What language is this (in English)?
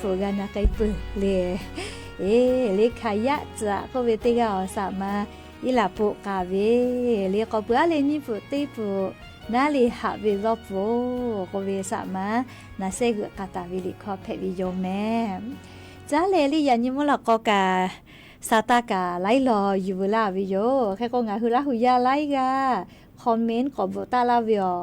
Lahu